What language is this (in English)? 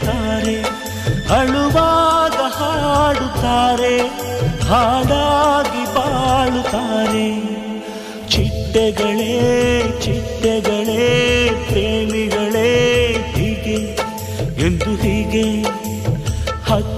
Kannada